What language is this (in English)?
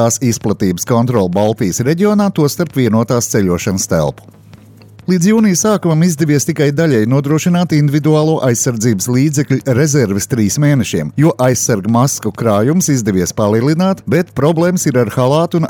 Latvian